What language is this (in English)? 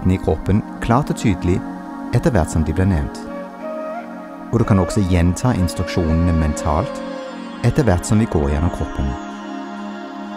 Norwegian